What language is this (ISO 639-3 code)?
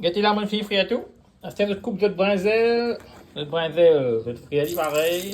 mfe